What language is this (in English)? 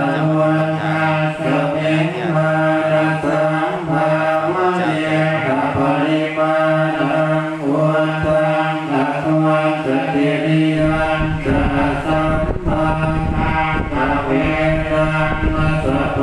Pali